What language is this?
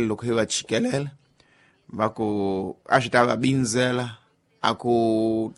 Tsonga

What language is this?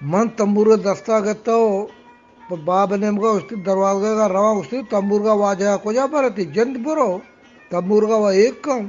Eastern Balochi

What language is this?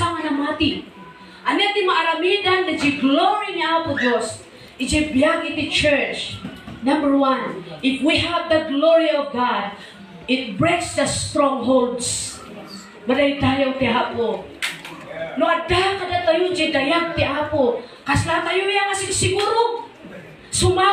Iloko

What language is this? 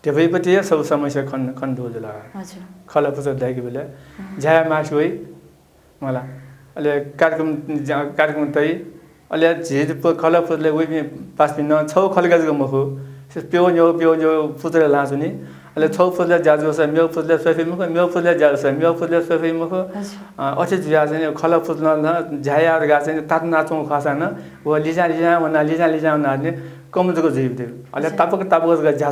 Newari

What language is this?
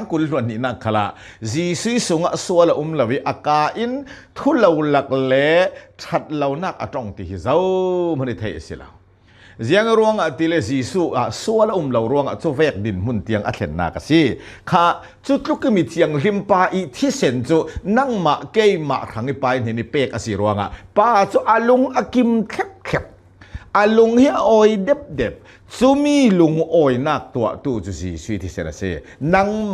Hakha Chin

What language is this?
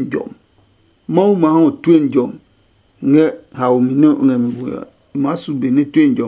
Adangme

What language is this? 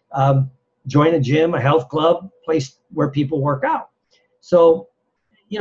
English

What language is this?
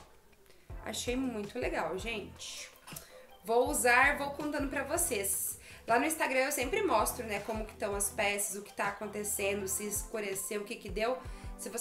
Portuguese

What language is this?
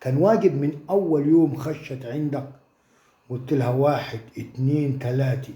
Egyptian Arabic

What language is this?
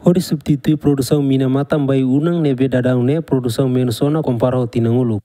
Tetum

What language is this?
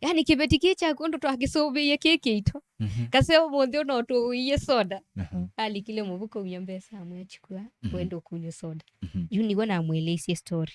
Kamba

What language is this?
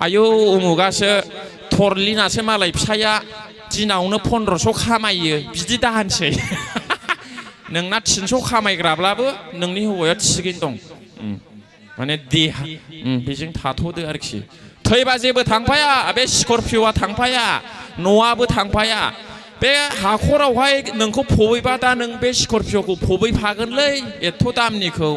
Bodo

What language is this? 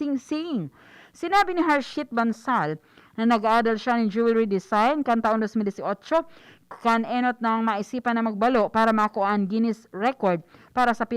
Bikol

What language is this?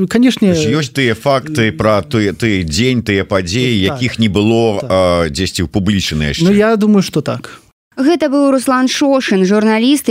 Belarusian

